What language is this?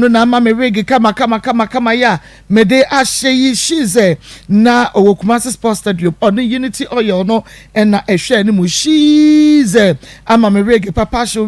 Akan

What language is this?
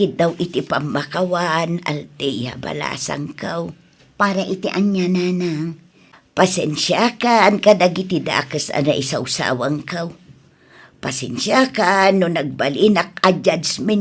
Iloko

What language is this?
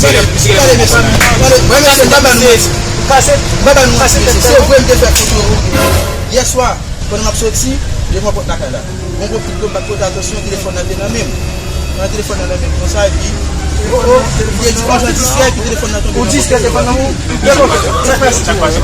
Haitian Creole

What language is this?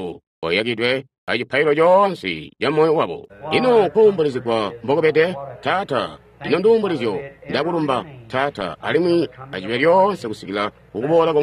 Tonga (Zambia)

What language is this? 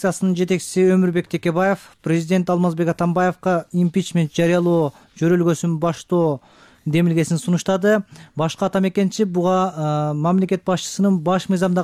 Kyrgyz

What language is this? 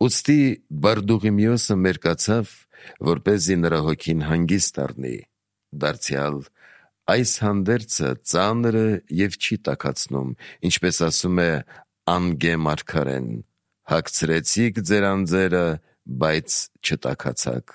Armenian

